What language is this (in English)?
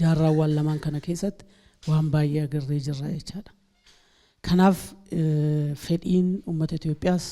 Oromo